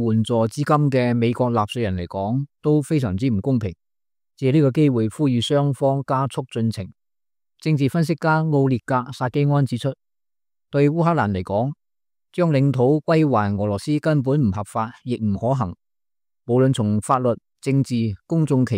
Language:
Cantonese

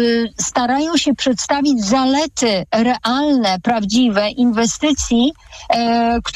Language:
Polish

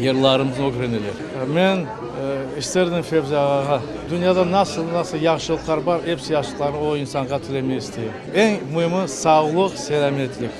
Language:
Crimean Tatar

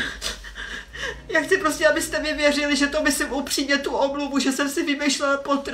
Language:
Czech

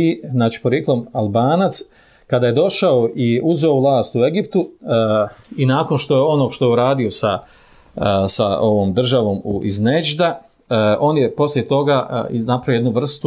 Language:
Bosnian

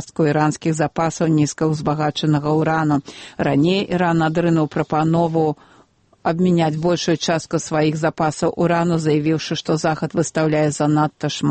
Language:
Belarusian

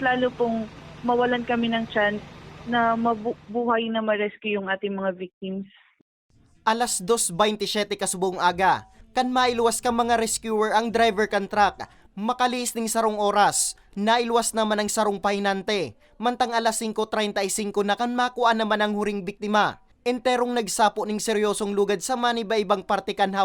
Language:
Bikol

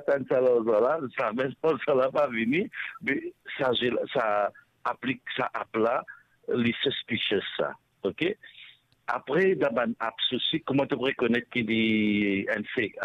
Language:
Morisyen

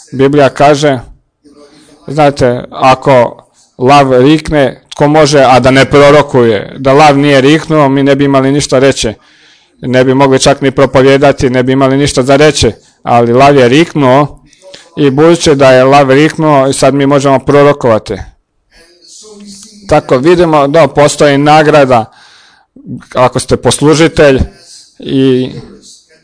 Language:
Croatian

